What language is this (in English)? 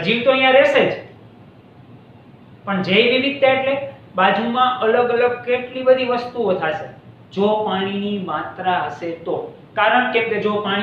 Gujarati